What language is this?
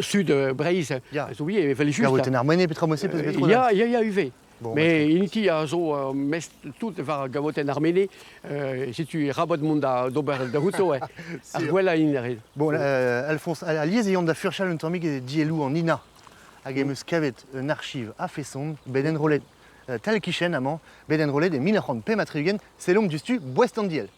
Breton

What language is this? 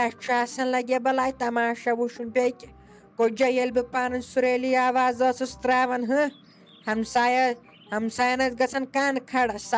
Kashmiri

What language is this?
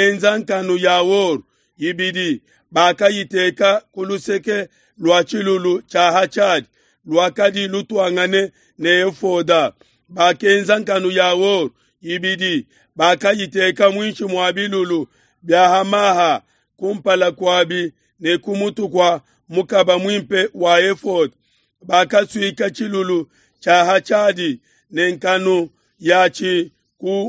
Luba-Lulua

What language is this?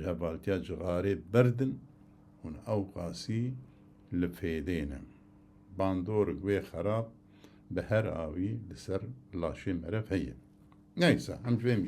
Kurdish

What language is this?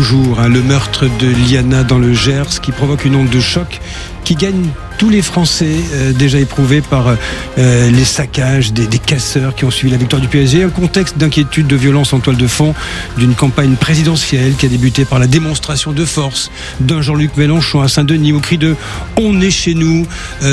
French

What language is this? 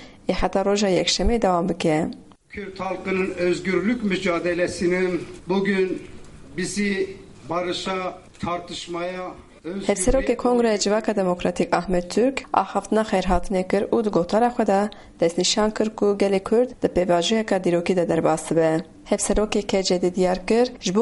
Kurdish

